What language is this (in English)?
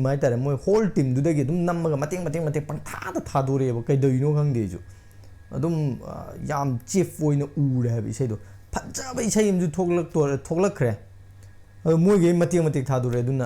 Manipuri